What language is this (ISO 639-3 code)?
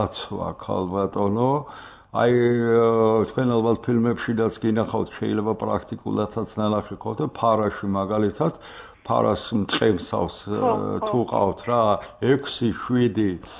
kat